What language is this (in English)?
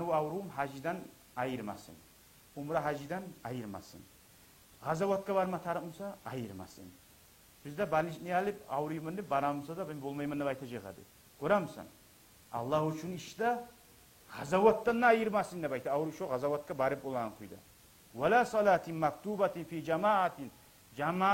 Kumyk